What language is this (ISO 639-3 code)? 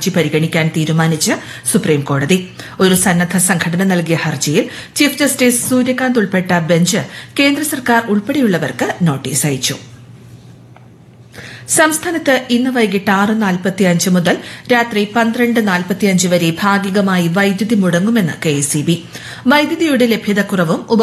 mal